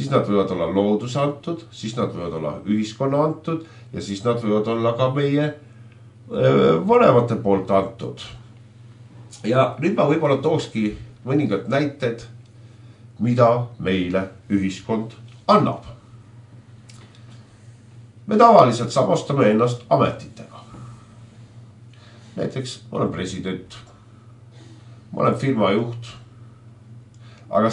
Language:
Estonian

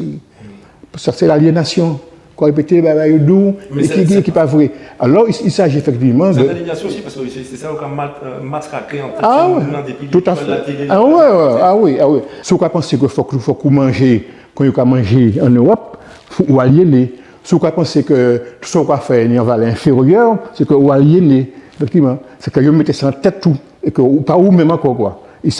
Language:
Guadeloupean Creole French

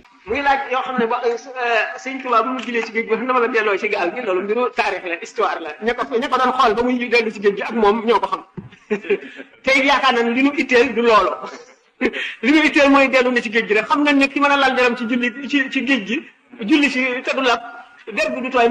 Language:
Wolof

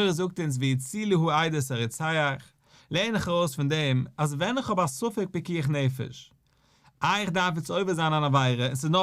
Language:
Yiddish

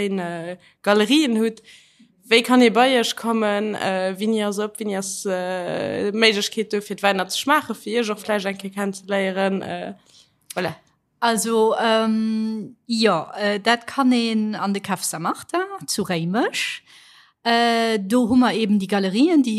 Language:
Luxembourgish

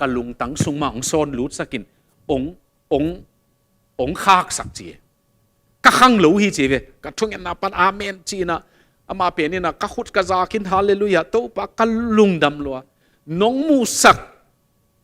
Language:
Tedim Chin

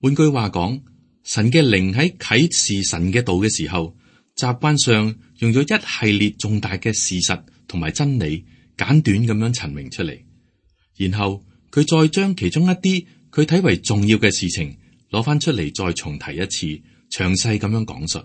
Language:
Cantonese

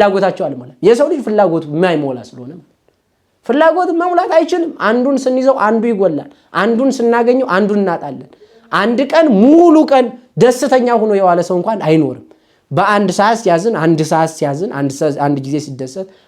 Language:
Amharic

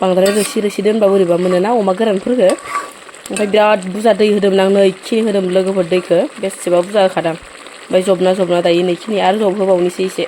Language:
Bodo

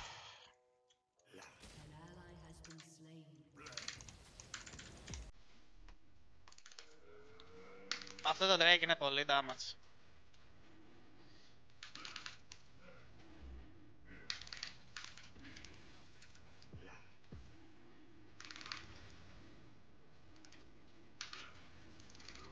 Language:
Greek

